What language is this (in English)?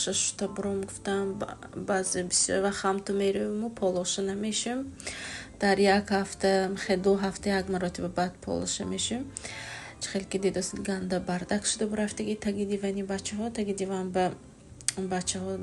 Tajik